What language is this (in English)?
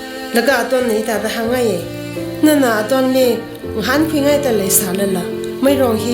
Tangkhul Naga (India)